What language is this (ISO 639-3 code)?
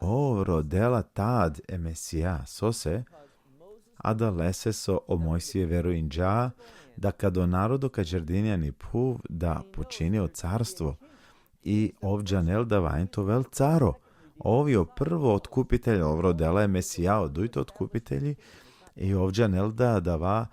rmn